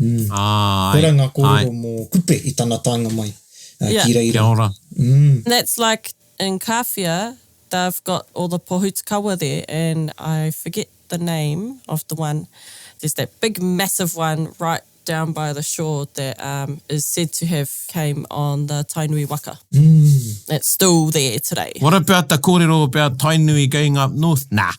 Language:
Māori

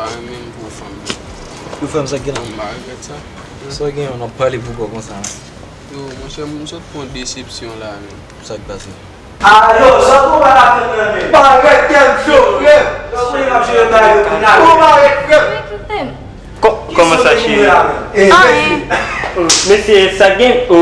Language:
Haitian Creole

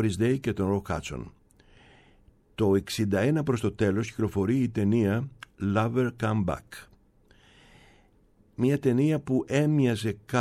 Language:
Greek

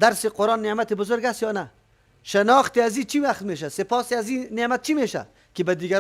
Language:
Persian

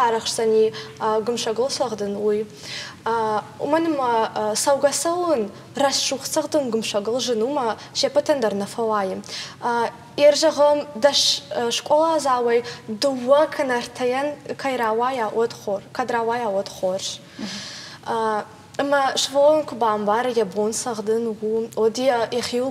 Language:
Ossetic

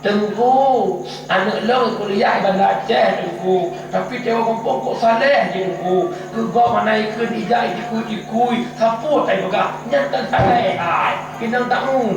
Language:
Achinese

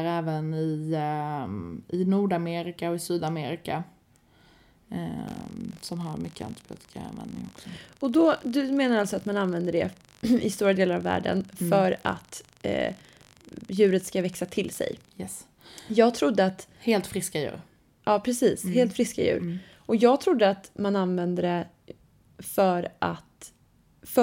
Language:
Swedish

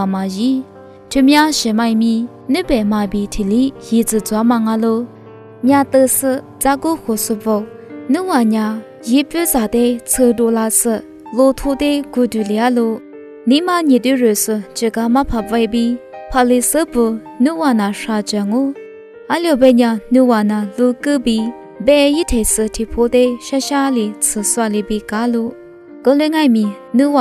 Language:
Lisu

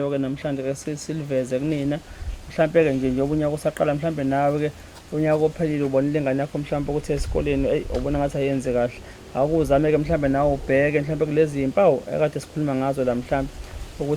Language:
Zulu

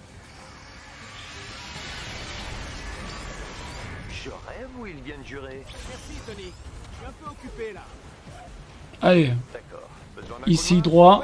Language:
French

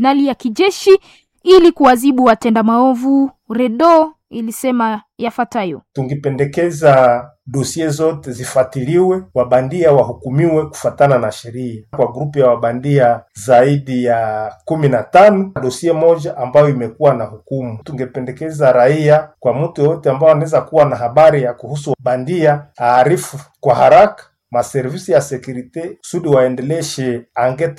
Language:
Swahili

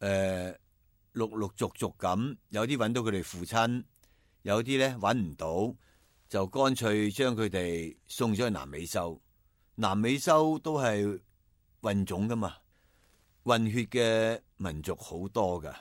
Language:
Cantonese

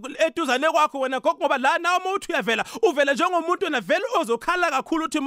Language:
South Ndebele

